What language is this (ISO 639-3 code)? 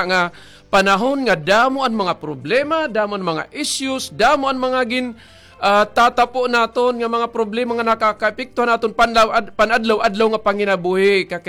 war